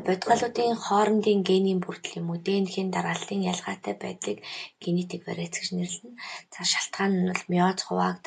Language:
Mongolian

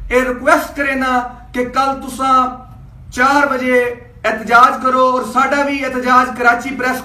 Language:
Saraiki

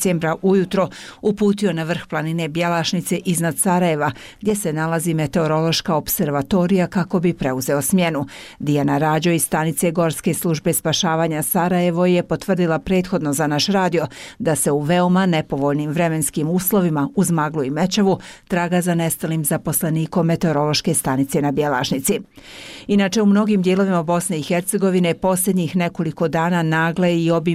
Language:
Bosnian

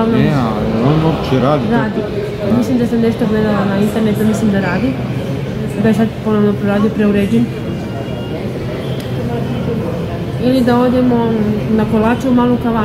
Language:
Croatian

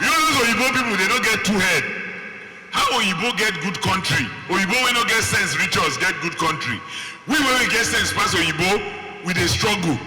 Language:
Nigerian Pidgin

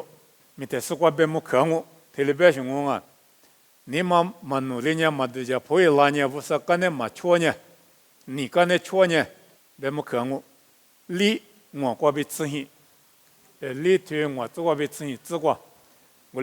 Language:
Lisu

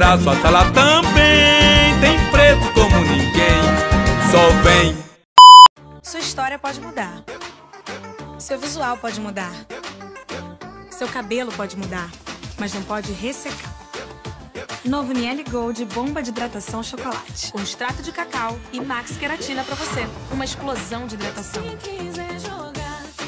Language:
Portuguese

